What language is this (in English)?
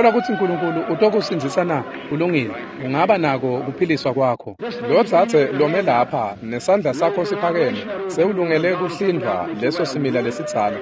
Swati